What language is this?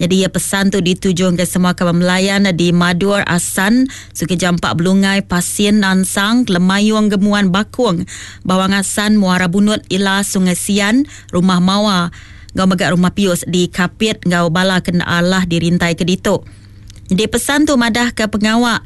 Iban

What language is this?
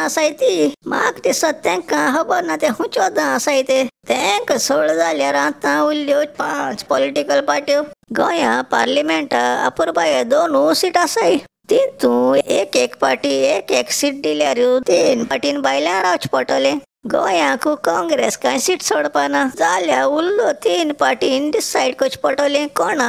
Konkani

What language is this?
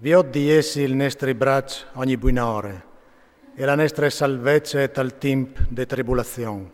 Friulian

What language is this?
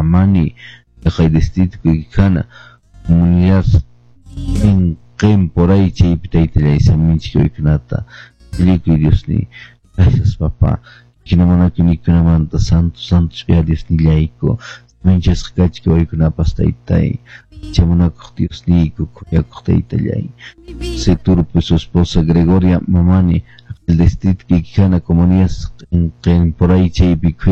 Quechua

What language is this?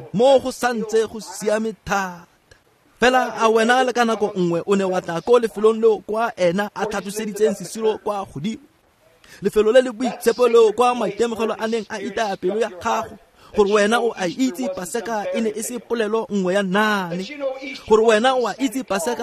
Tswana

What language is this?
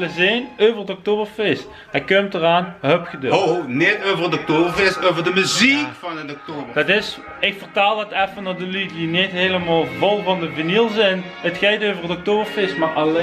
Limburgish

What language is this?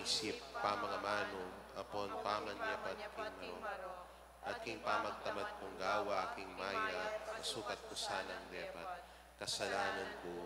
Pampanga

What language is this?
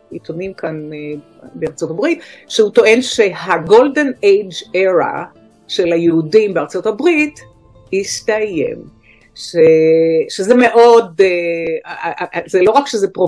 Hebrew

